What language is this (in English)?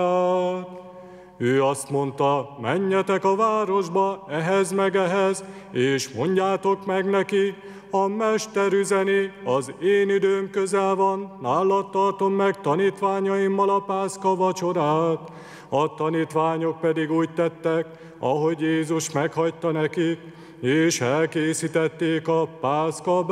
Hungarian